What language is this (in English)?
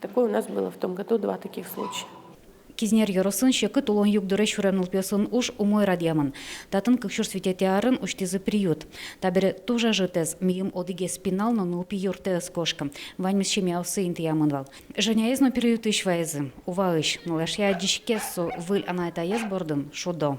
Udmurt